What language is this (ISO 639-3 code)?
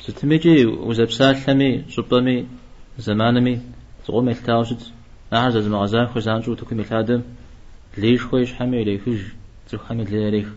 kbd